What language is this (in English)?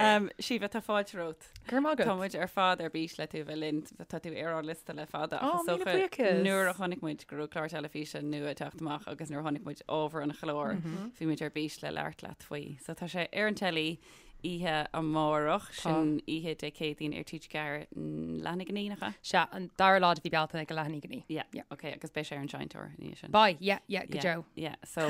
Irish